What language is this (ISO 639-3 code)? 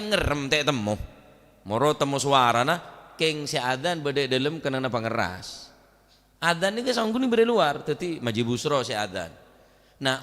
mad